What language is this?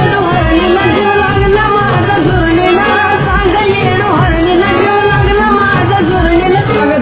Marathi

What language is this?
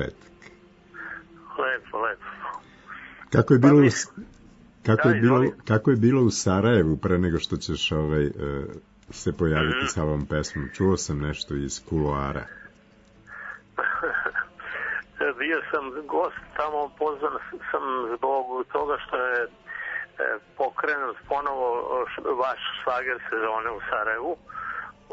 Serbian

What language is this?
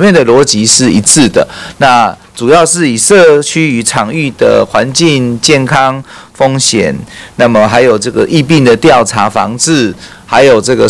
Chinese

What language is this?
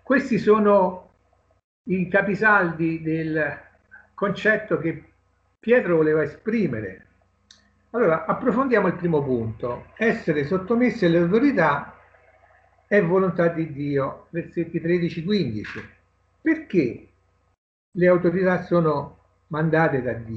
Italian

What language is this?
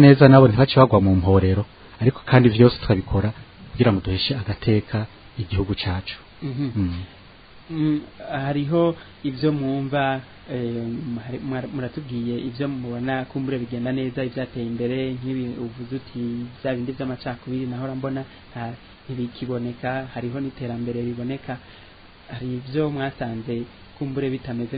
Rundi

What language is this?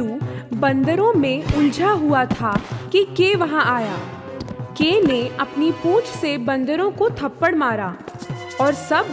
Hindi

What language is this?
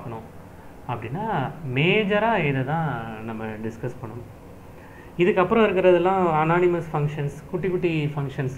Tamil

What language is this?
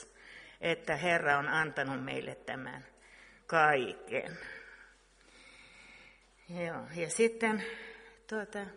Finnish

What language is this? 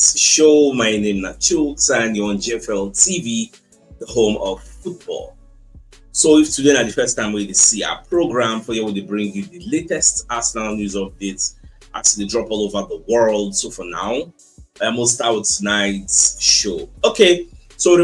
Nigerian Pidgin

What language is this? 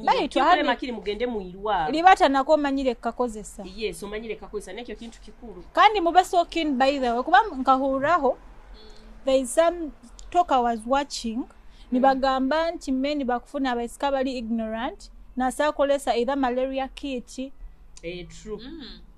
Nyoro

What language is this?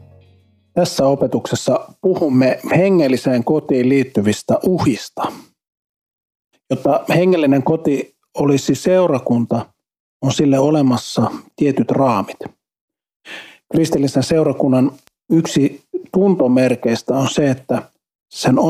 Finnish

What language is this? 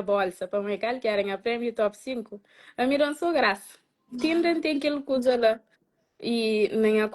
Kabuverdianu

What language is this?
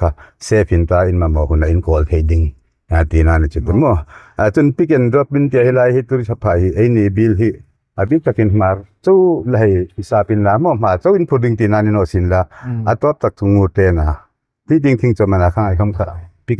Hmar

